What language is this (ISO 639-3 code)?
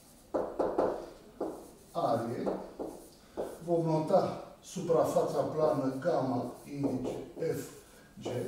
ron